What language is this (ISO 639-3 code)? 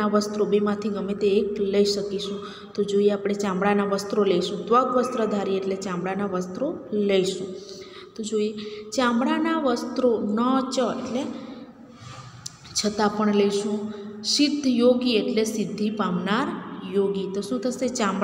guj